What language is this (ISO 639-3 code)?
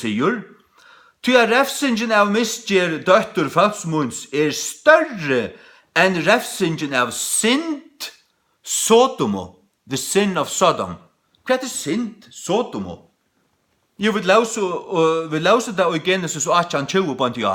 fao